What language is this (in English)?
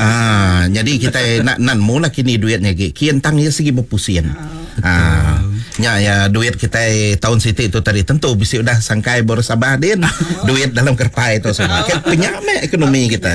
Iban